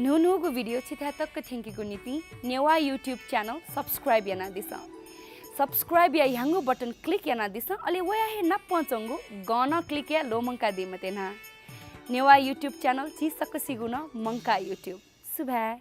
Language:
Newari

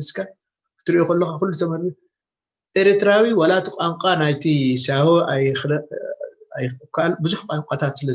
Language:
Tigrinya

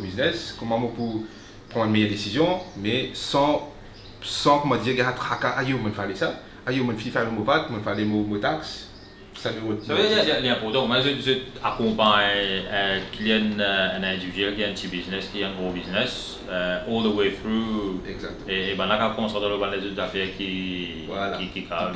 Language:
Morisyen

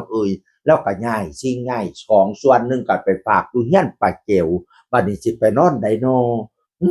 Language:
Northeastern Thai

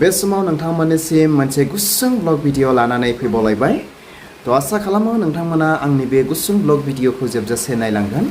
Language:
Bodo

